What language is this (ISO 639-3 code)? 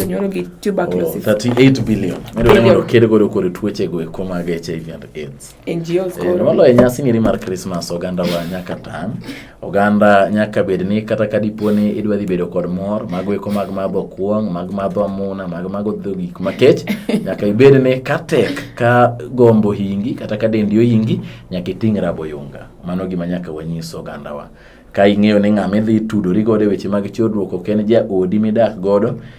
luo